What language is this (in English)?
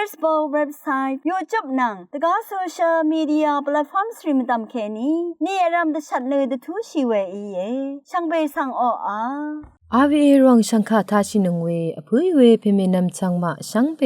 Rawang